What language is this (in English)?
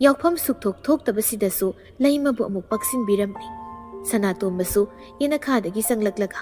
Manipuri